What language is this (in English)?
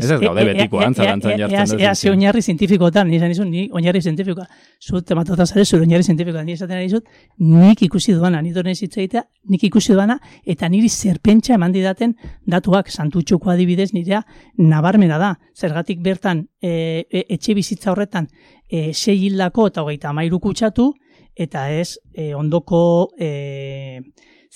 Basque